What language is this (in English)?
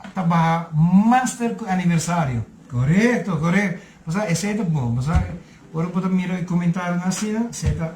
Papiamento